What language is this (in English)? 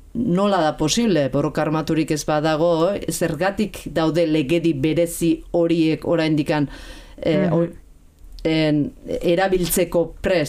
Basque